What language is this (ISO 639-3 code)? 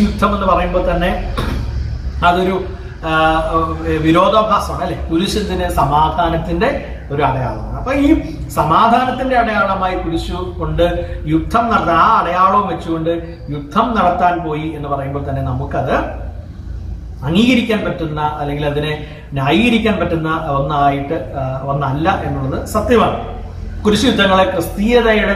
mal